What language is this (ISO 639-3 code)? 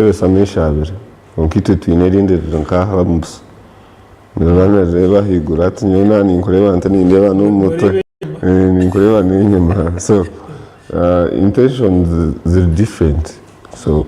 nyn